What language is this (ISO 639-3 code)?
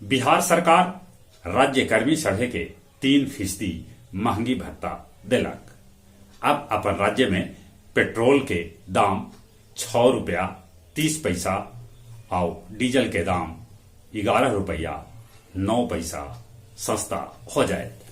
mag